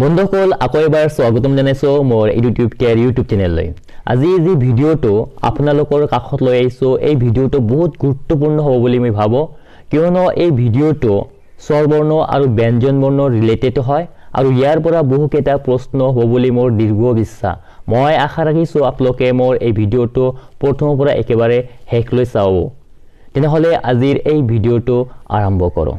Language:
Assamese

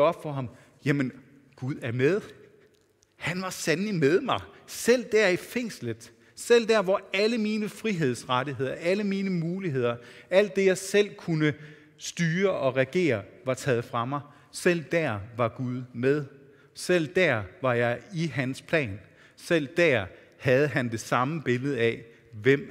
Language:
Danish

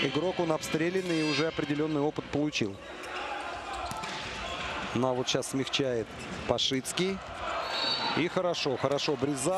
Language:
Russian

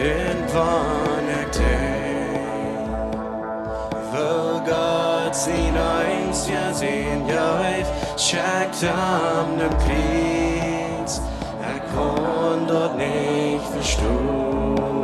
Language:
Plautdietsch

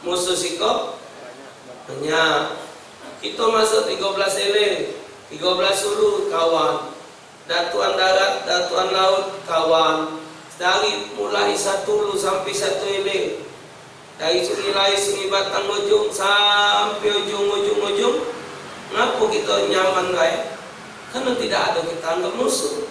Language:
Musi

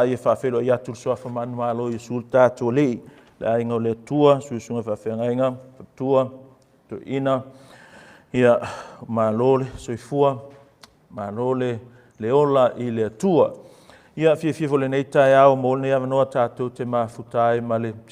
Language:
Samoan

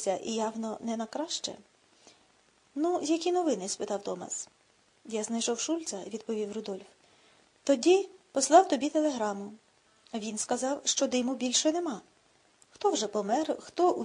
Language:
Ukrainian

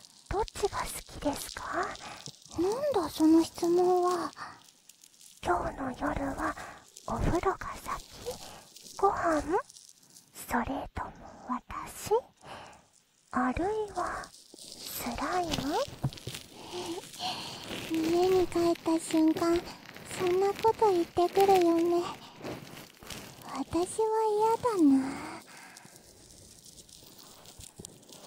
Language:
Japanese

